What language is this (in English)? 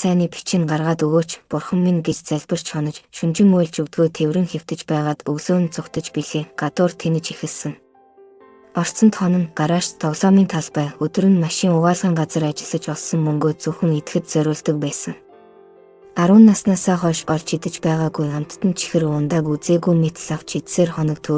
Mongolian